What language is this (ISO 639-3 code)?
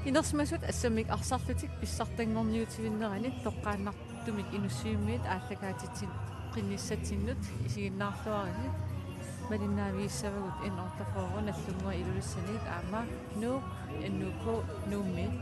kal